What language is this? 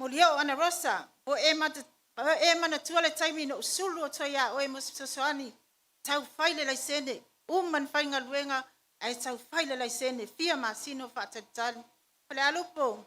Samoan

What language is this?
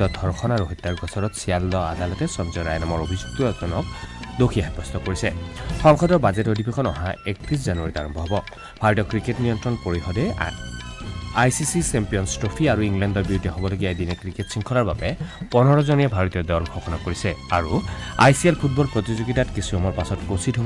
Assamese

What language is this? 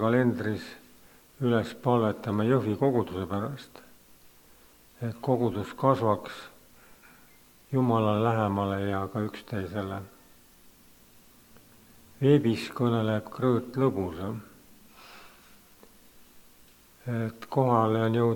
Estonian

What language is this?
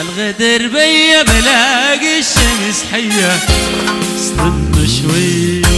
Adamawa Fulfulde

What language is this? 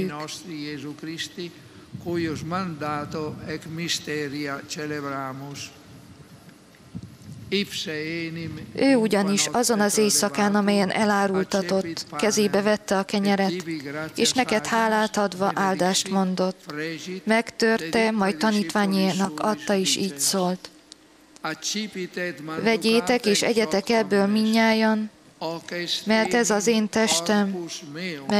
Hungarian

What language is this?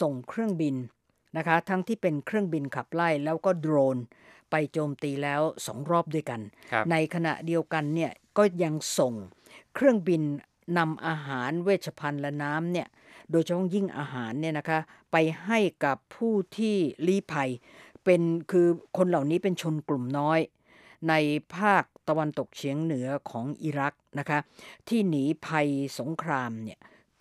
Thai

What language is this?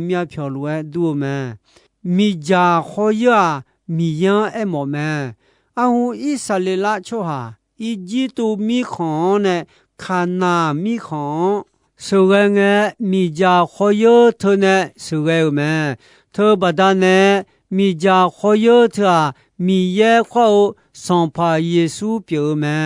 Akha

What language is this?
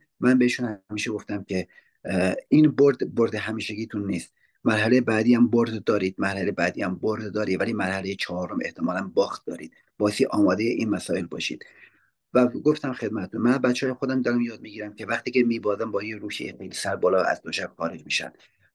Persian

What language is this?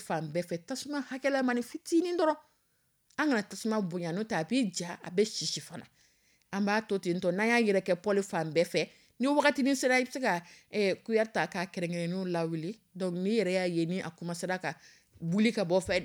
Dyula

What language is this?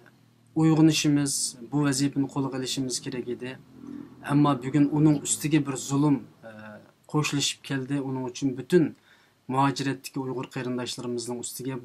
Uyghur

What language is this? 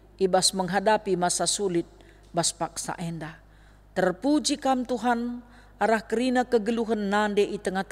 Batak Karo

